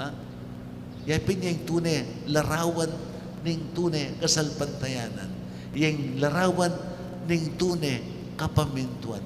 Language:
Pampanga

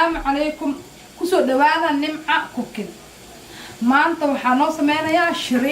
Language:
Somali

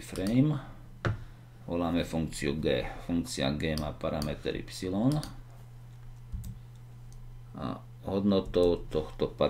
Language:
Slovak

